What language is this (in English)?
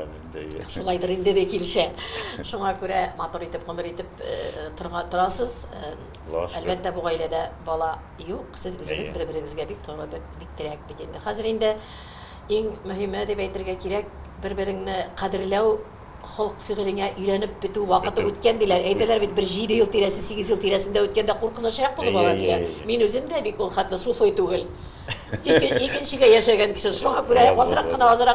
Tatar